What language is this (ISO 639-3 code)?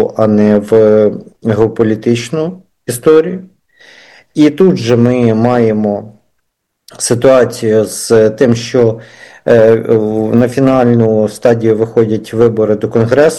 ukr